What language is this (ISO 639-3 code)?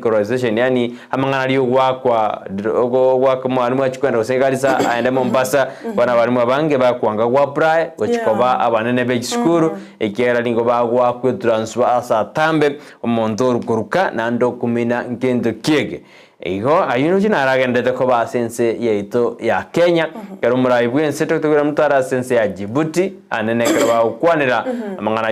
guz